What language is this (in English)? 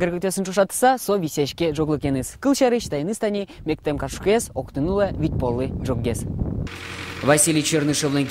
Udmurt